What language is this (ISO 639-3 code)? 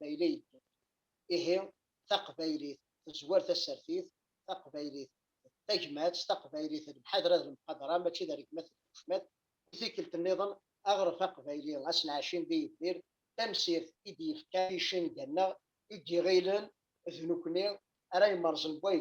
kab